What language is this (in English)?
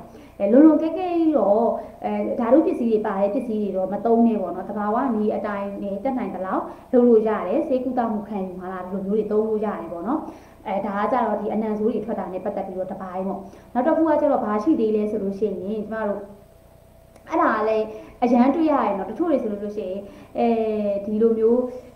Burmese